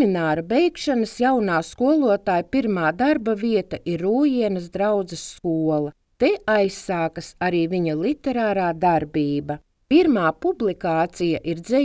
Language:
Latvian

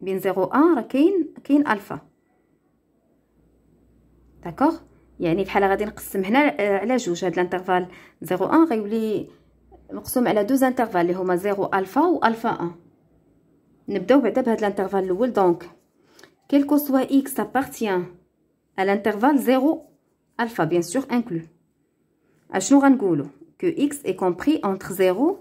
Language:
Moroccan Arabic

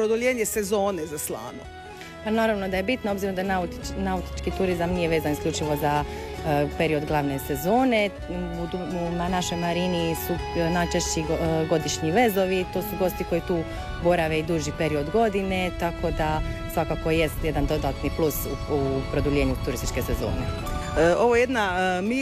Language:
Croatian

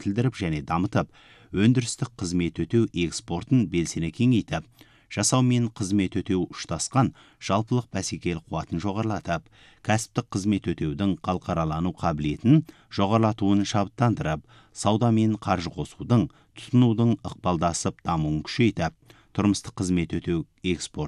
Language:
Kazakh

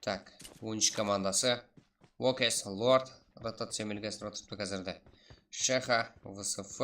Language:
Kara-Kalpak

